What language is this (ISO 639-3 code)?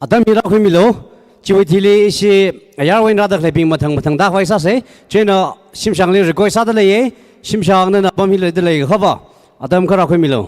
nmf